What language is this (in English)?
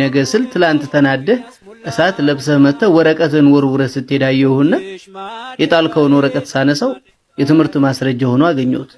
Amharic